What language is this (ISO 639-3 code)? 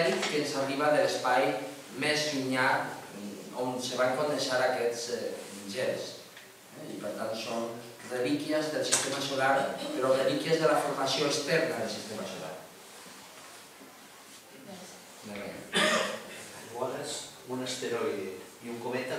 cat